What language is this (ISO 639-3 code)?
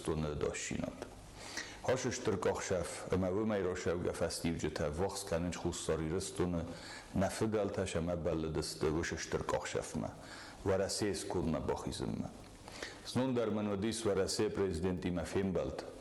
oss